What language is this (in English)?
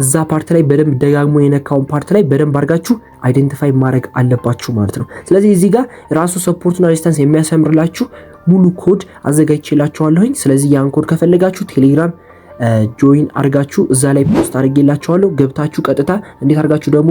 Amharic